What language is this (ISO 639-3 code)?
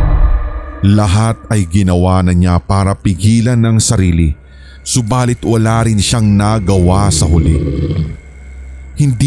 fil